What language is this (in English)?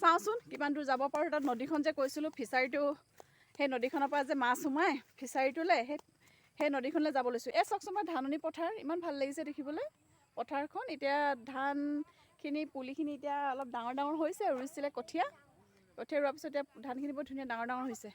Assamese